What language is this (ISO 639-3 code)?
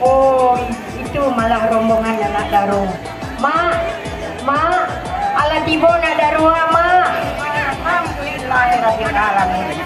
min